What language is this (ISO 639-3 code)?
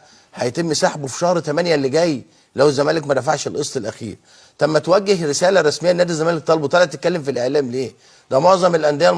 arz